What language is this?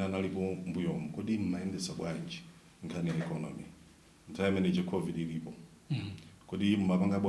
Nyanja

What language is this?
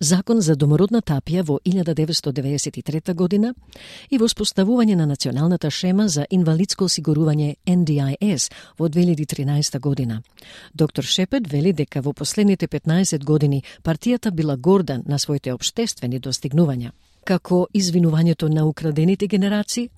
Macedonian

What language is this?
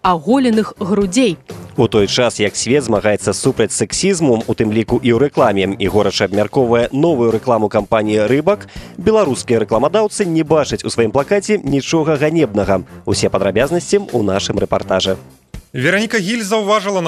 Belarusian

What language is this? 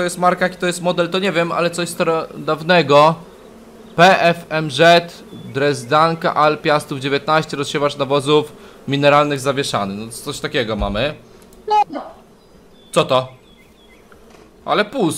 Polish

